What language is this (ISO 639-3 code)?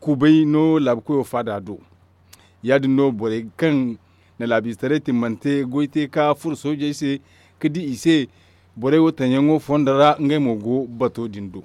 dje